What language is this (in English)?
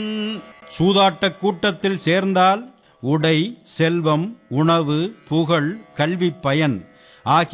Tamil